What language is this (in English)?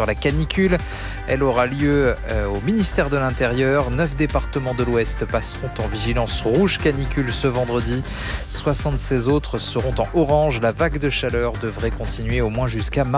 French